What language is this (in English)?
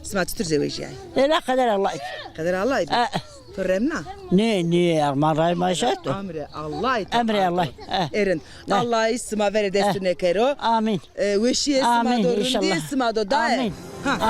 Zaza